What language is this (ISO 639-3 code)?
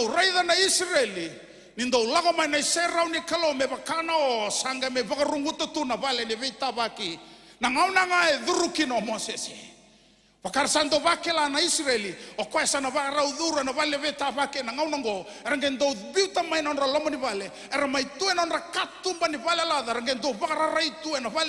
fij